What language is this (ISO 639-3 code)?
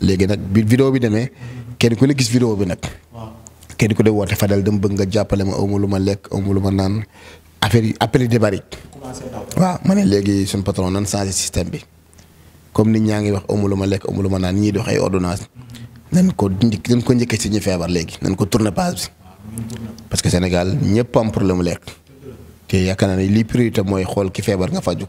wol